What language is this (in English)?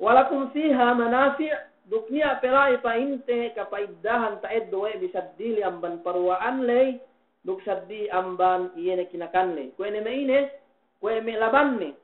Yakan